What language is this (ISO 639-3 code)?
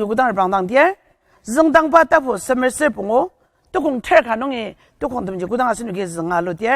njo